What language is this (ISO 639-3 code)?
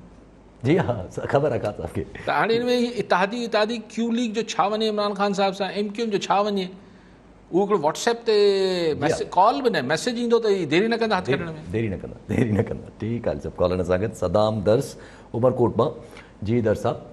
snd